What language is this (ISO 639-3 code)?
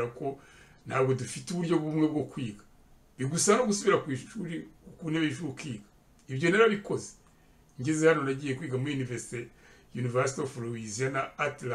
kin